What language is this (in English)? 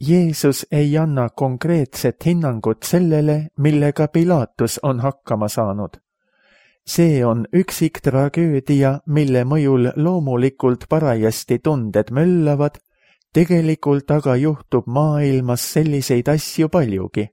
Estonian